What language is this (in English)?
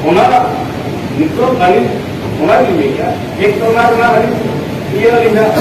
Santali